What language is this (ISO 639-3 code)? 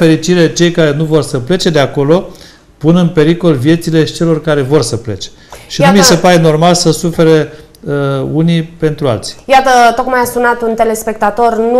ron